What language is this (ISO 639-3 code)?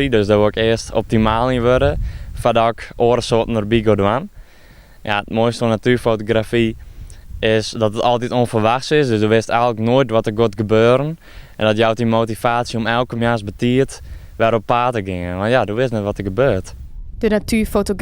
fry